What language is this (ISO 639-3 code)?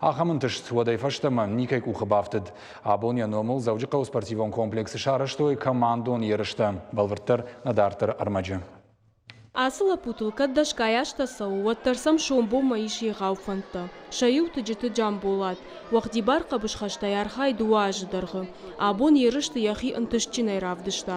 oss